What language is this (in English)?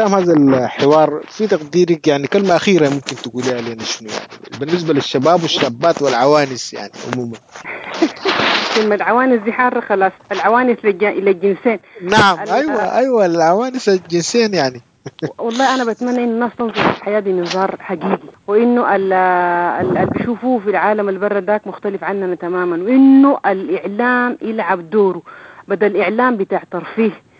Sudanese Arabic